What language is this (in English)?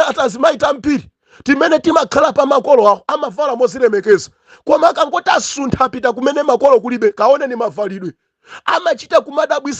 Nyanja